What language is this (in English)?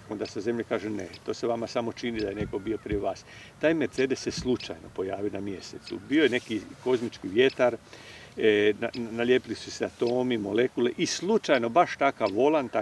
Croatian